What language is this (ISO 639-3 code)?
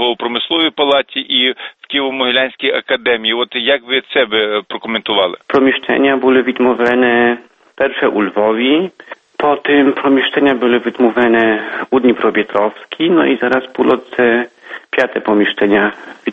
ukr